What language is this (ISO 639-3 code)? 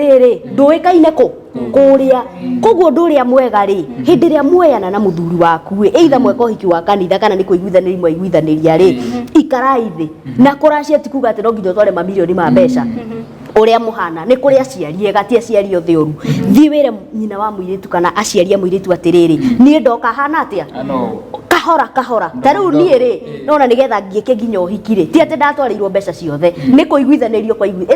kik